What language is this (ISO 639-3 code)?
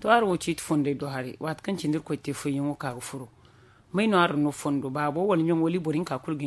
dje